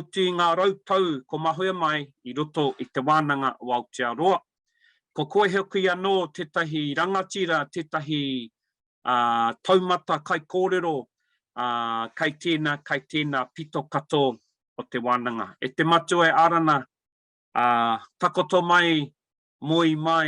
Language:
Māori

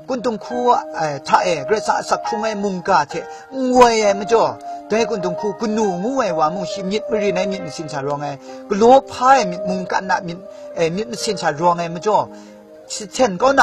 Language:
Kachin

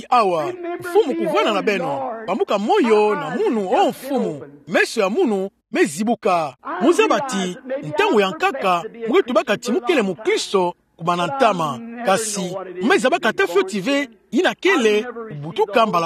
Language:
Kituba (Democratic Republic of Congo)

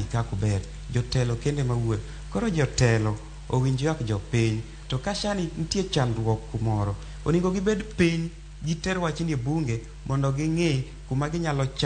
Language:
Luo (Kenya and Tanzania)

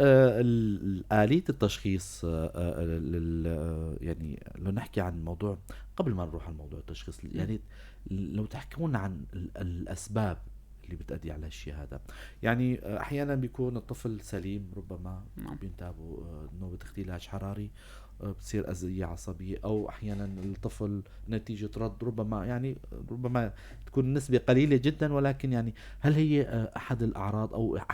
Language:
North Levantine Arabic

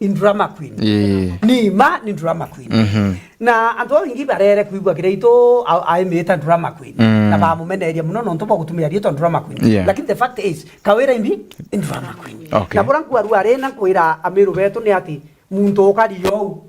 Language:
Meru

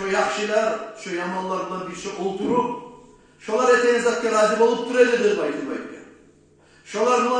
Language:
Kumyk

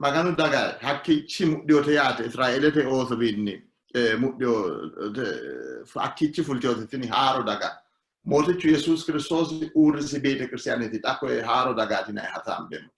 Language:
Sidamo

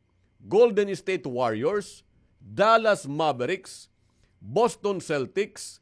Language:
Waray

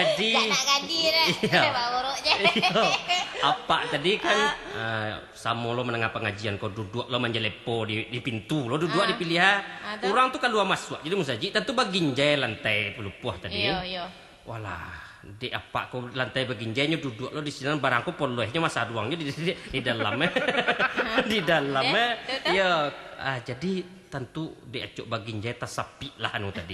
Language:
Minangkabau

